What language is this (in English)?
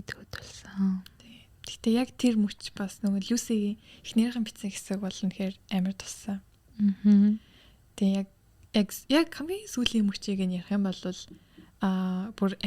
Mongolian